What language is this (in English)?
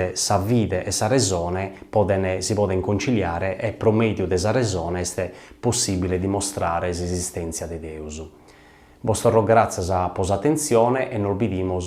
Sardinian